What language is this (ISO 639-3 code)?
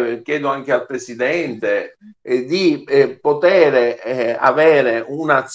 ita